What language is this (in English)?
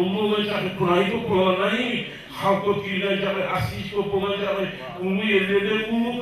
Kumyk